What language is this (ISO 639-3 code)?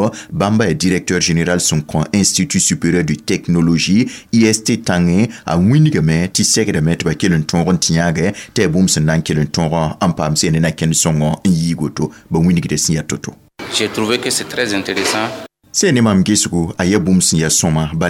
mos